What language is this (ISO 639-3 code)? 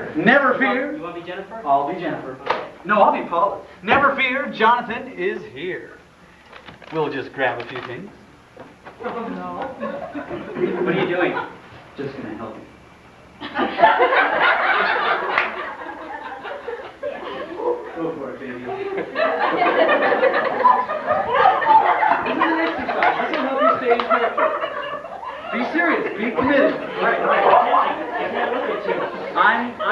eng